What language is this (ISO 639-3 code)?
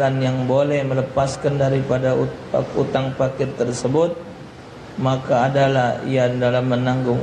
mui